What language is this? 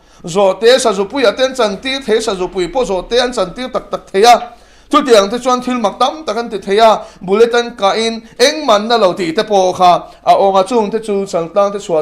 Mizo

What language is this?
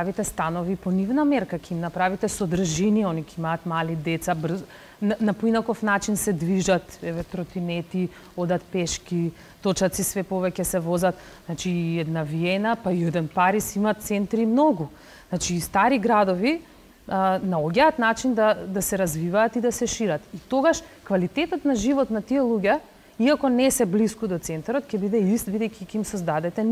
Macedonian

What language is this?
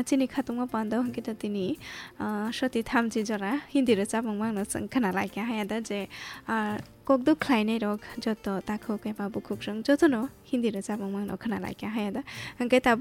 Kok Borok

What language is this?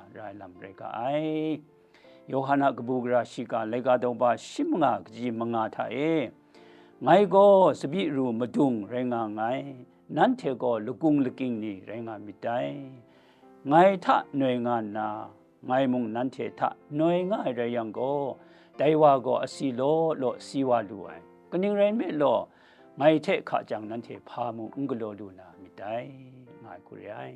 Kachin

